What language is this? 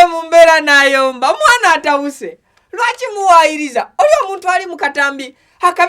Ganda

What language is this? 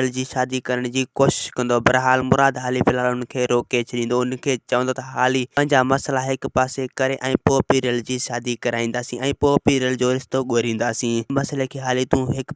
Sindhi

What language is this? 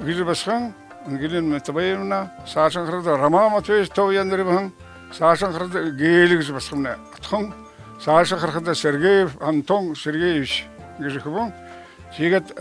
Buriat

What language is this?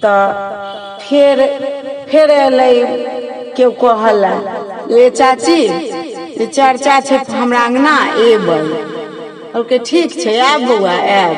Maithili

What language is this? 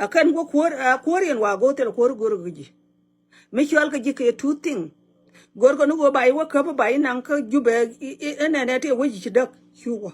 Nuer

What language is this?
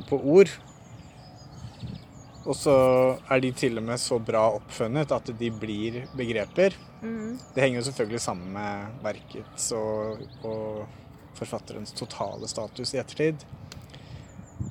Norwegian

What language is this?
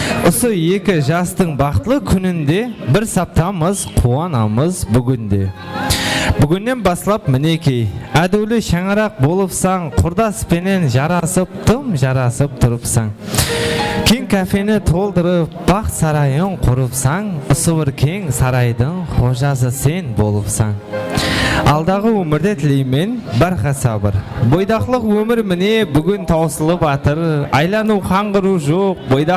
Kara-Kalpak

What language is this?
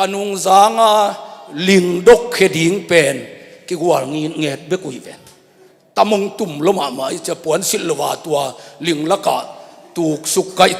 Tedim Chin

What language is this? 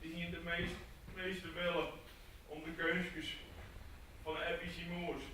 Western Frisian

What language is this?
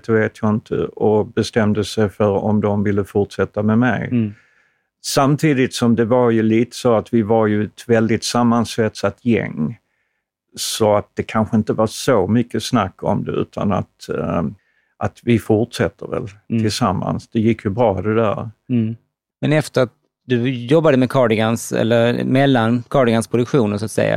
Swedish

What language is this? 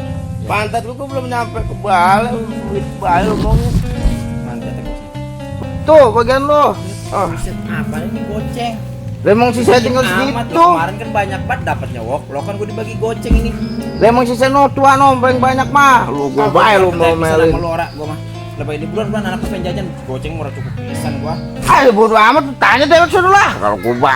Betawi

